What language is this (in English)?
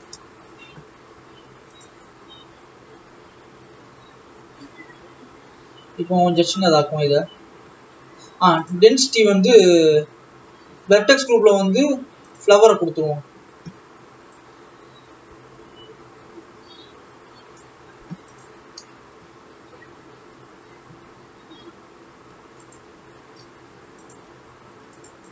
Tamil